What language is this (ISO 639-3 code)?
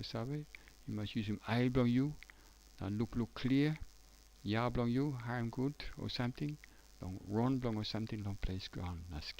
tpi